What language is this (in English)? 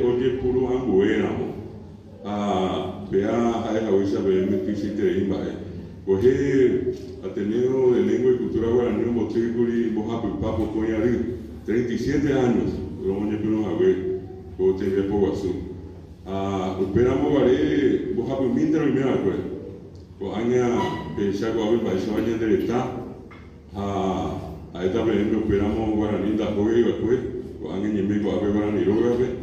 Guarani